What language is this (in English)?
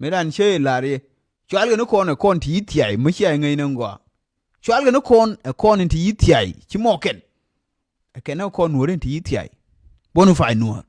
Nuer